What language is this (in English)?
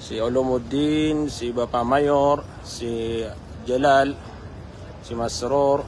Maranao